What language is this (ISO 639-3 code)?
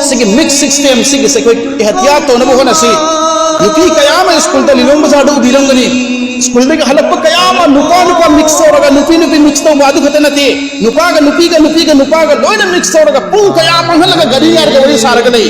mni